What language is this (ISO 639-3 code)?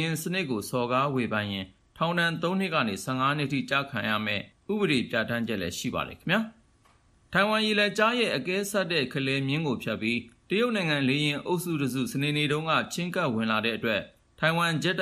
mya